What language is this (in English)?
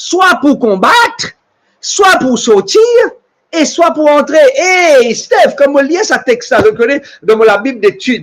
Morisyen